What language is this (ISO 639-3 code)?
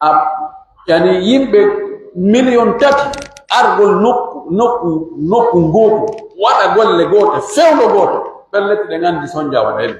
fuf